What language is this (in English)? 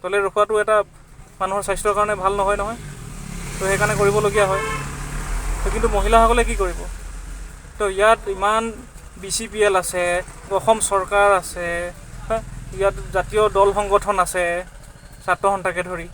Assamese